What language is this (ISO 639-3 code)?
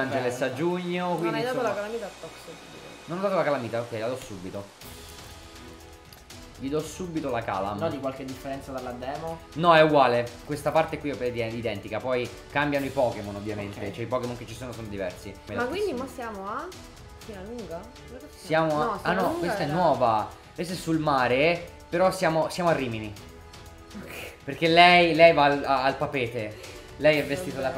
ita